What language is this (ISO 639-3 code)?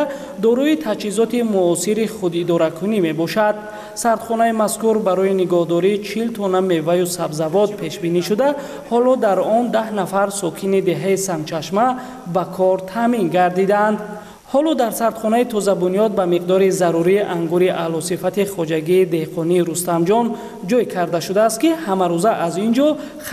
tgk